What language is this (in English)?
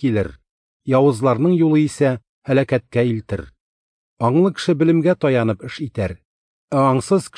Tatar